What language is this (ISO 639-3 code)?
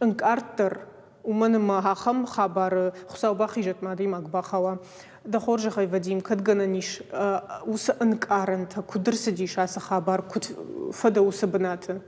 oss